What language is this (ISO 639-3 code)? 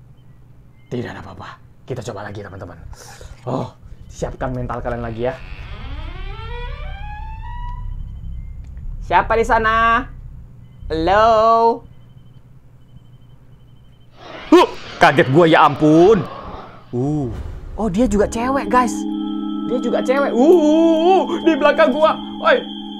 ind